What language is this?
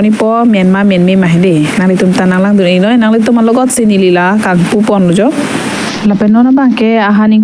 Karbi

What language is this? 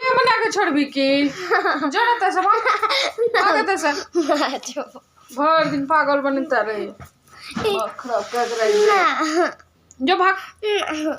Maithili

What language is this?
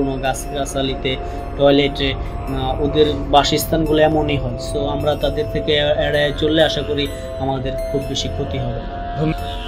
Bangla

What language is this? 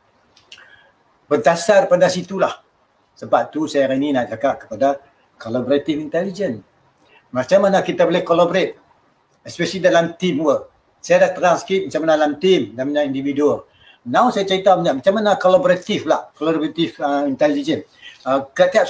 Malay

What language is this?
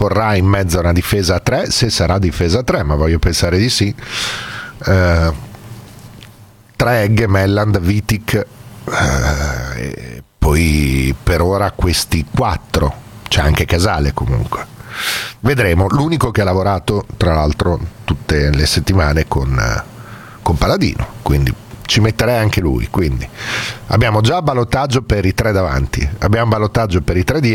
Italian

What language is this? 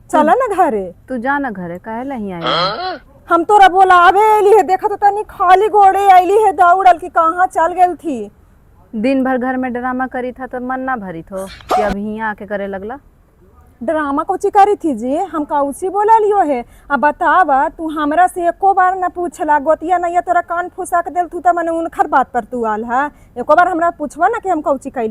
Magahi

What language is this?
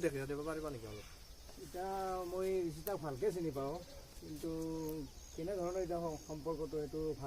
Assamese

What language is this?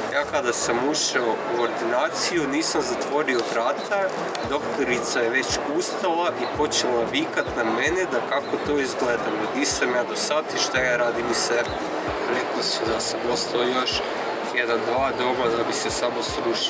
Croatian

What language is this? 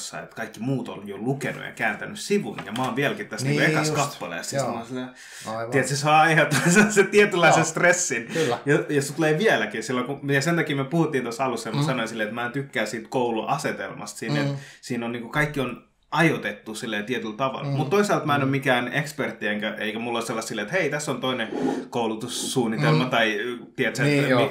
Finnish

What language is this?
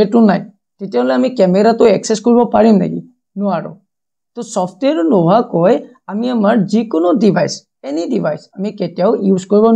Assamese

